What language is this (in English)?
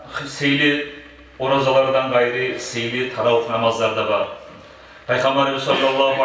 Kumyk